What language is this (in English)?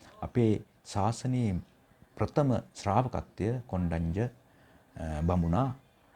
Sinhala